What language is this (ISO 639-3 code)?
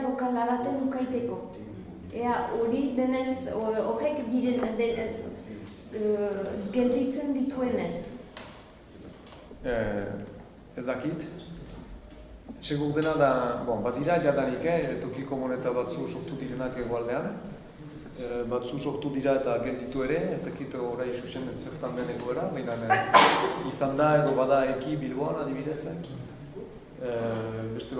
eus